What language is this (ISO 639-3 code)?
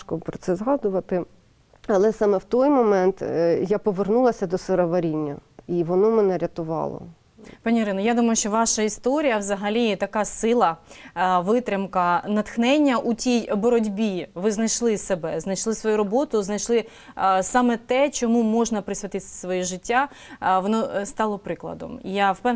ukr